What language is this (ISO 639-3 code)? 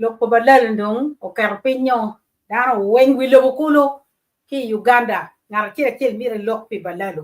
ach